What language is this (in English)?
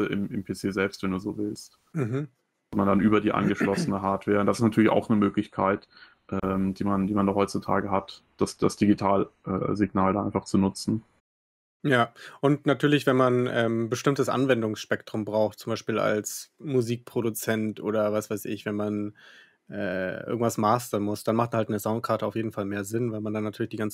German